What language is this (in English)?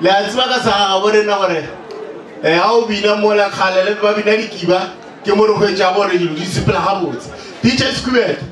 Northern Sotho